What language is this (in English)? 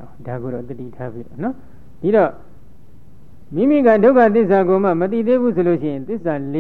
Burmese